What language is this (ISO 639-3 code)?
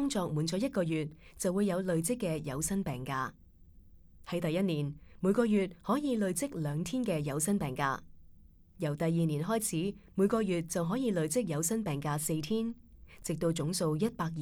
yue